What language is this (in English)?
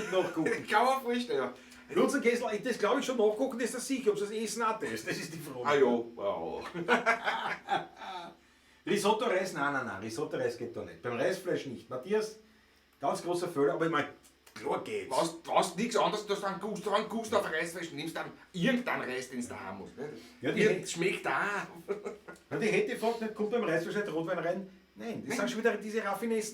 Bavarian